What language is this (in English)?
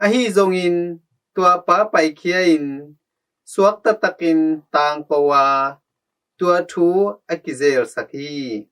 Tedim Chin